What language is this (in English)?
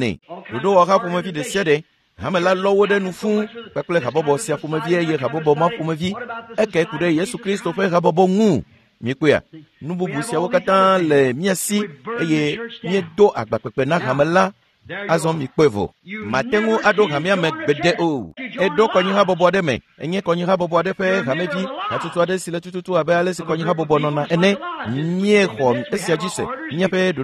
Ewe